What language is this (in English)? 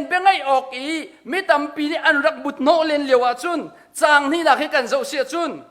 Hakha Chin